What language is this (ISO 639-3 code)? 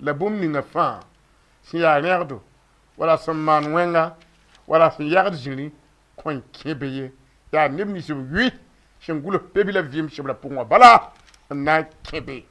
mos